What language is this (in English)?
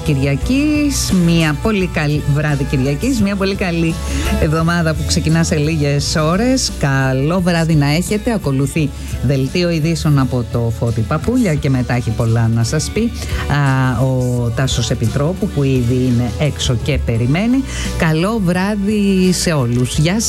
Greek